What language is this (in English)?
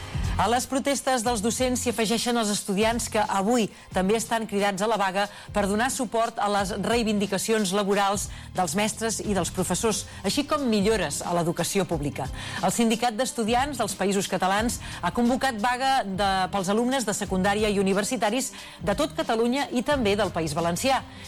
Catalan